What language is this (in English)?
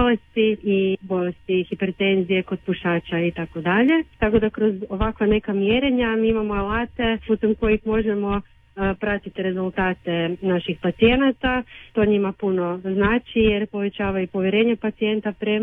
Croatian